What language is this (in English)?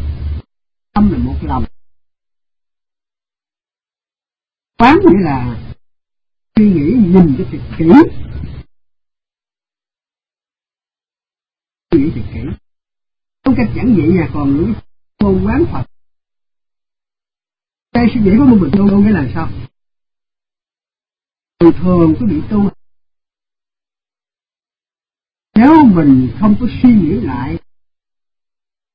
Vietnamese